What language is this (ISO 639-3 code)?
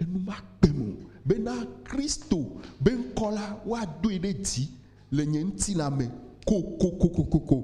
ewe